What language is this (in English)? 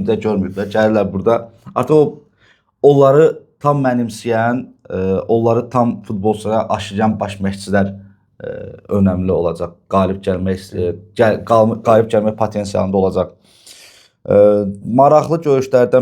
Azerbaijani